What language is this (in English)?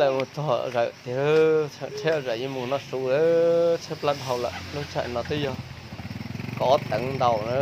Hmong